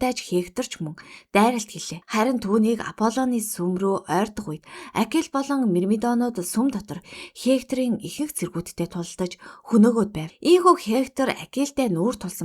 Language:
Mongolian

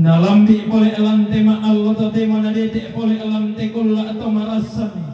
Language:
Toraja-Sa'dan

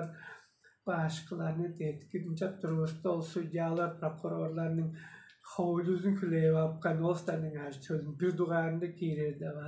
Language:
Tuvinian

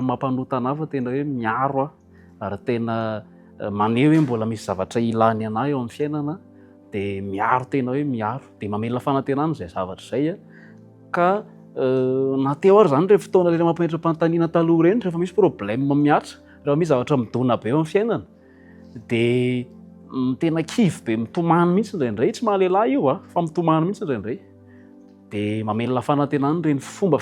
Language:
Malagasy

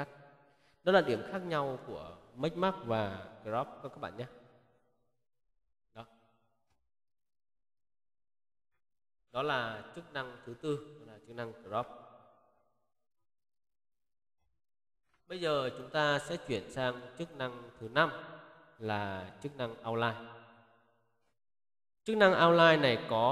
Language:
Vietnamese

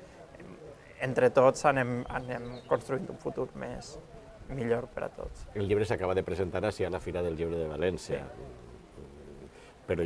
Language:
Catalan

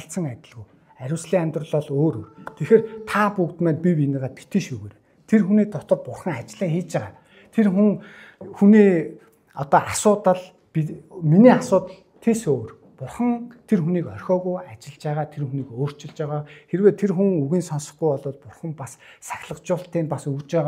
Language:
Mongolian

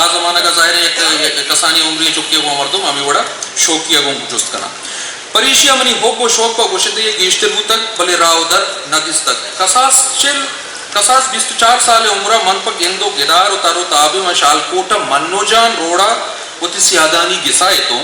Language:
Eastern Balochi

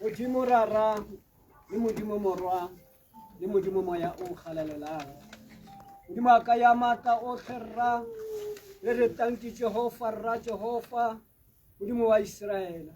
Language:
Tswana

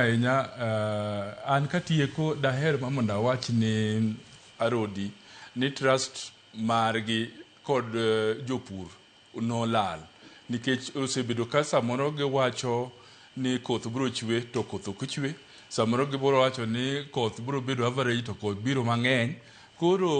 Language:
Luo (Kenya and Tanzania)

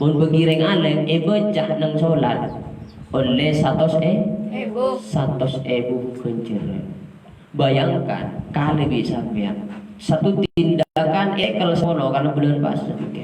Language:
Madurese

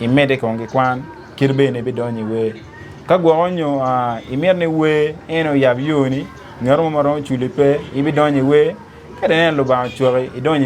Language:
Acoli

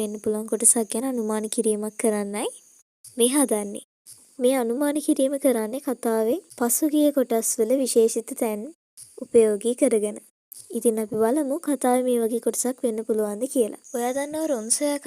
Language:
Sinhala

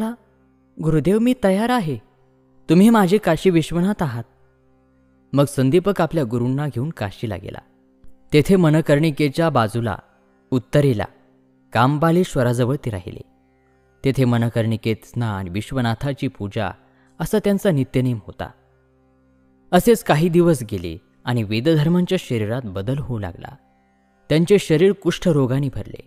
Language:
Marathi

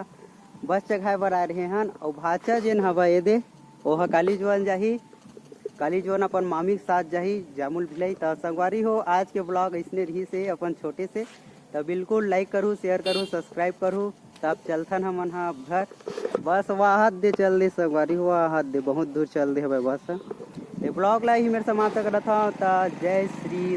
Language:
Chhattisgarhi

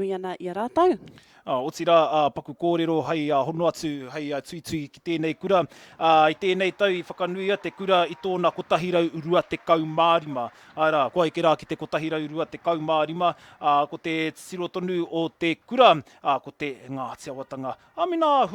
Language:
Māori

